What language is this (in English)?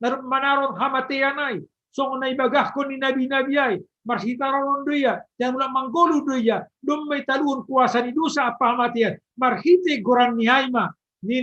Batak Simalungun